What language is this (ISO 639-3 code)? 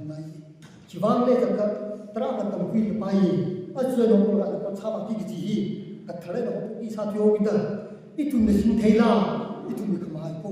nmf